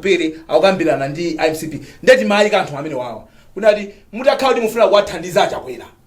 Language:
Nyanja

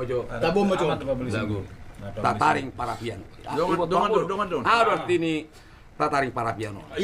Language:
Batak Toba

